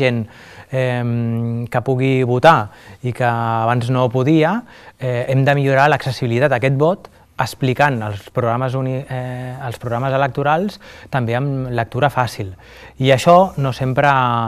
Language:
Catalan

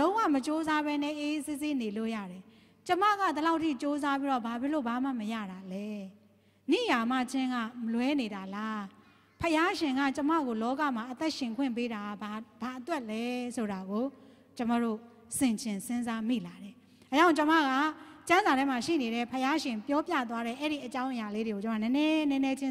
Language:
Burmese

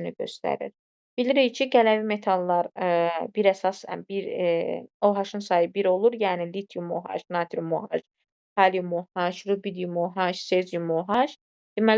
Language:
Azerbaijani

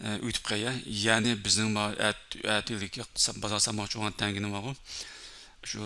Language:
Uyghur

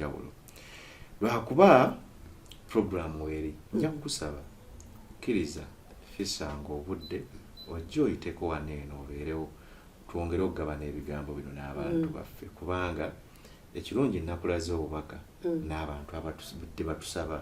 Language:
Ganda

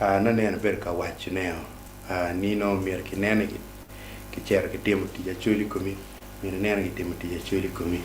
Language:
Acoli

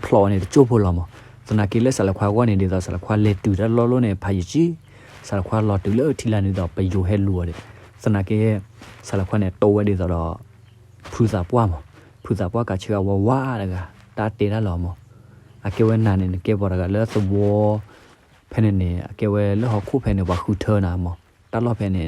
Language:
S'gaw Karen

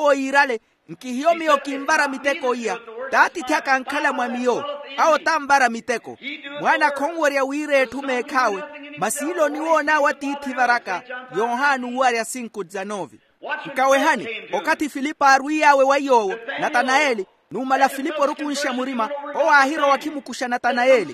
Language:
Makhuwa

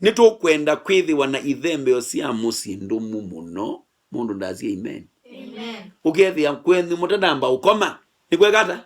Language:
Kamba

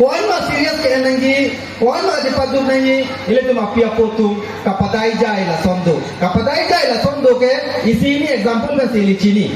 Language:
Karbi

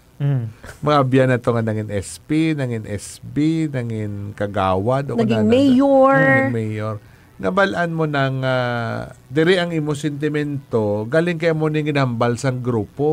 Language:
Hiligaynon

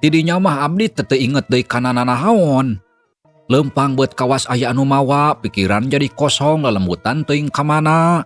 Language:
Sundanese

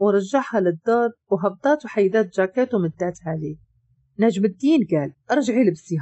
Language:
Moroccan Arabic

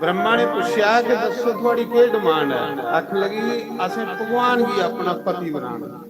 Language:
Dogri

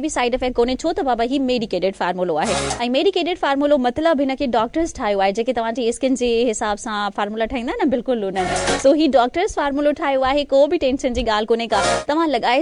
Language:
Sindhi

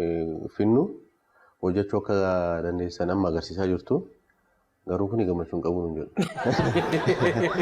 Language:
Oromo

